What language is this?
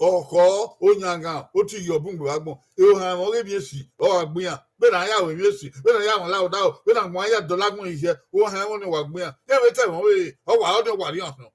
Bini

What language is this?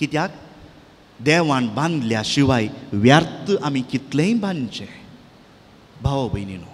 Konkani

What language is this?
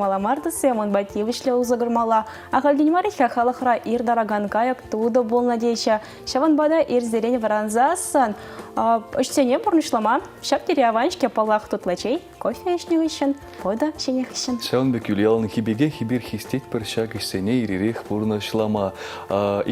Chuvash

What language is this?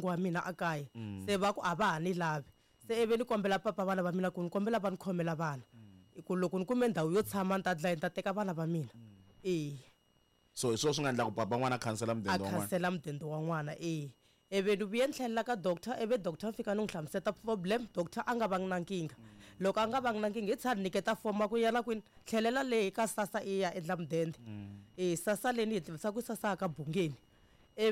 Tsonga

